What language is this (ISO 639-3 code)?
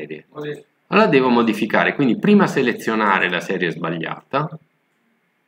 ita